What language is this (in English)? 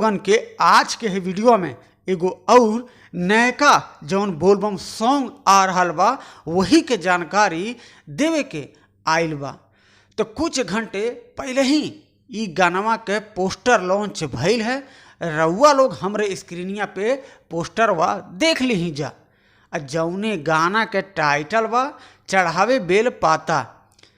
Bhojpuri